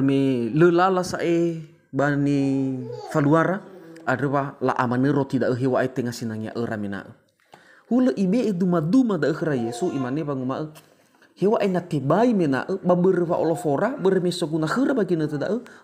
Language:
Nias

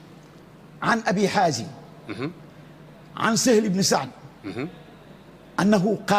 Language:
Wolof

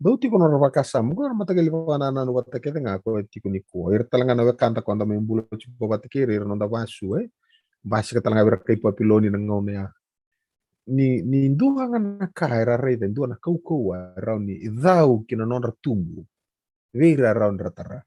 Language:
Fijian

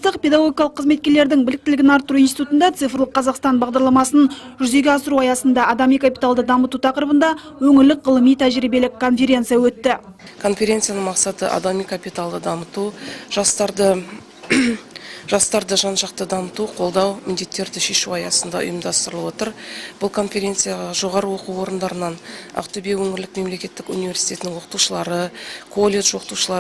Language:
Kazakh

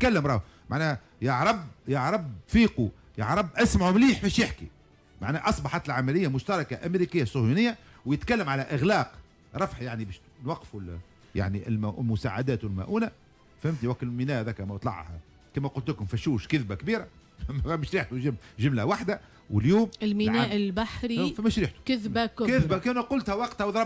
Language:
Tunisian Arabic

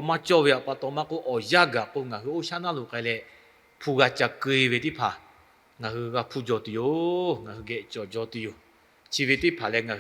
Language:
Lahu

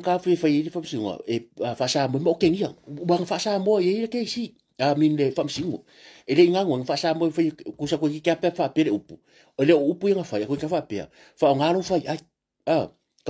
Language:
Samoan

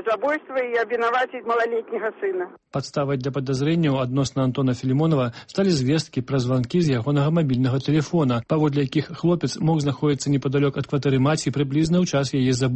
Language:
Belarusian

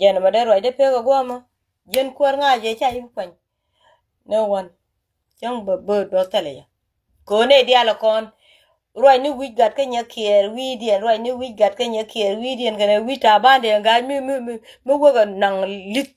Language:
Nuer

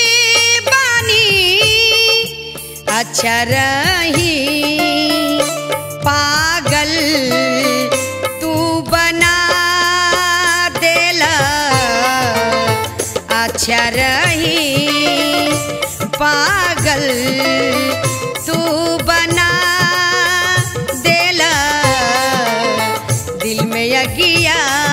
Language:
Bhojpuri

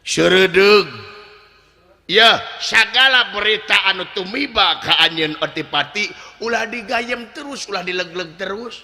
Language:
Sundanese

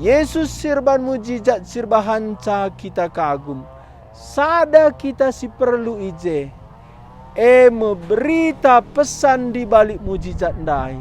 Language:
Batak Karo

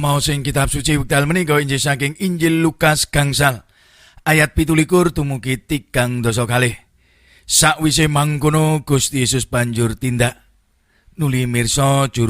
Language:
Javanese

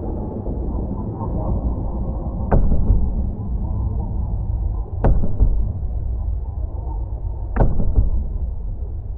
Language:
Turkish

